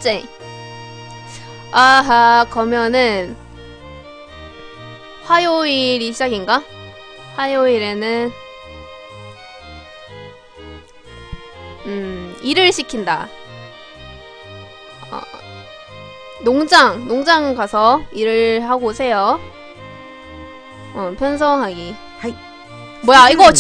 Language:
Korean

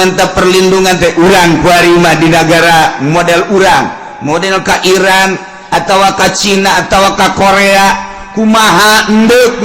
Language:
Sundanese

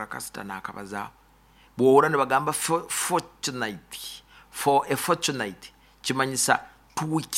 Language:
Nyoro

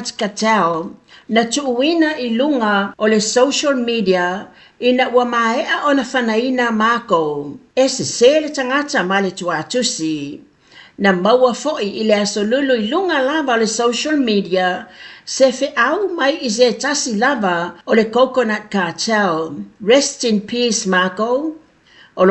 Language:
Samoan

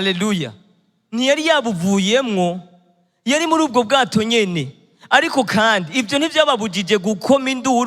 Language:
Rundi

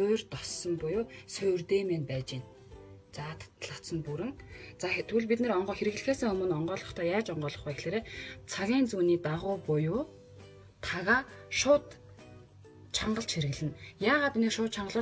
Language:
Mongolian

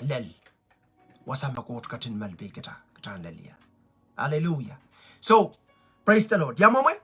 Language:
Pohnpeian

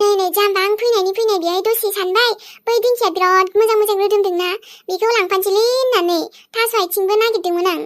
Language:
Bodo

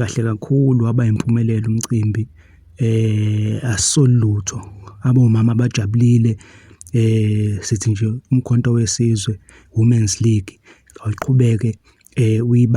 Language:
Zulu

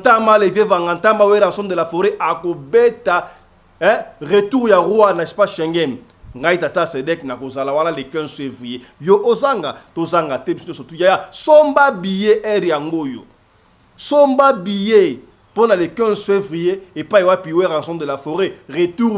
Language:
Lingala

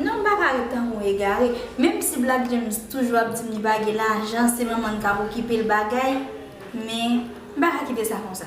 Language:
Haitian Creole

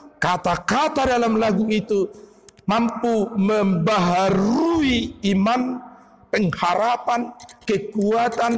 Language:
Batak Toba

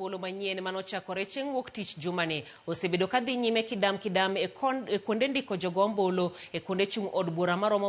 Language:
Luo (Kenya and Tanzania)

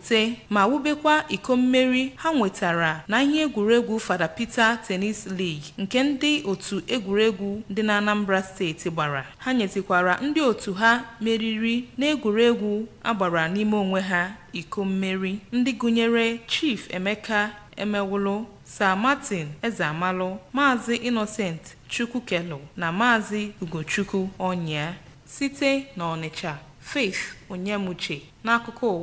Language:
Igbo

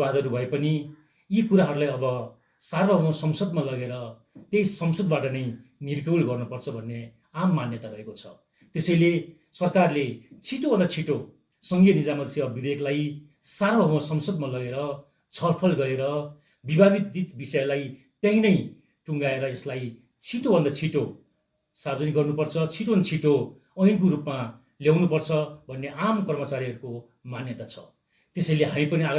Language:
Nepali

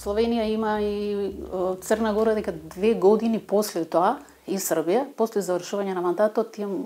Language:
Macedonian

